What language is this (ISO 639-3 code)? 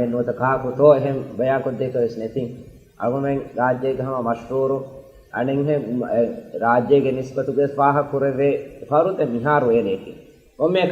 div